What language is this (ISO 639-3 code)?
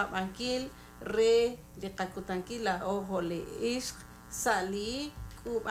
kek